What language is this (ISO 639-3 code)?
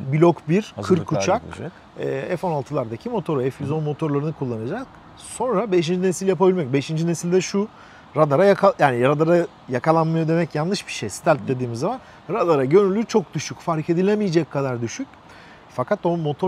tur